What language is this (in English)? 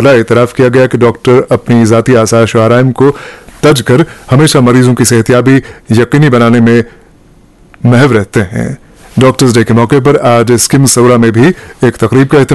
Urdu